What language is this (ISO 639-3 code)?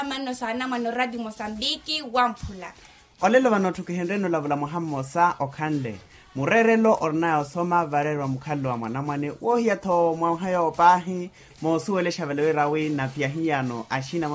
vmw